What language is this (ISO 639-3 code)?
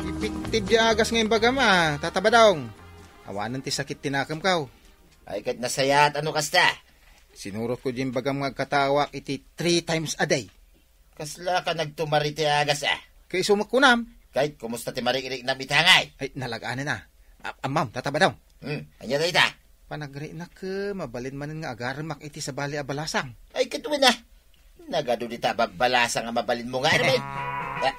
ilo